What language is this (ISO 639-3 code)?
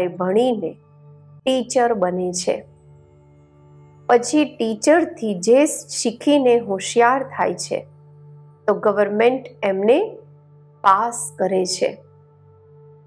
guj